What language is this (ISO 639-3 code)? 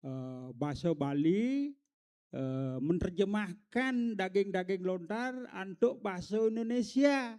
ban